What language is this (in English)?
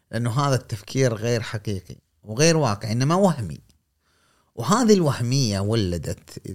Gulf Arabic